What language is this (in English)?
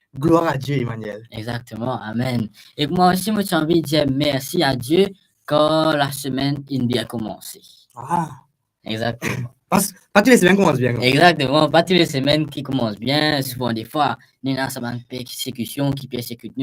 Morisyen